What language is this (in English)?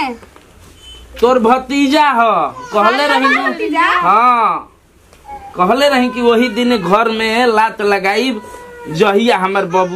Bhojpuri